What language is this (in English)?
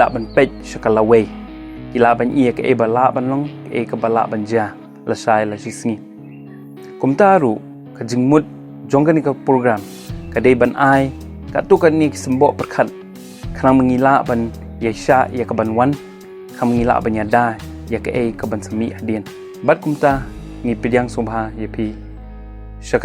Khasi